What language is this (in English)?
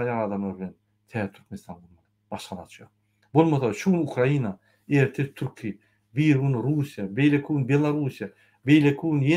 Turkmen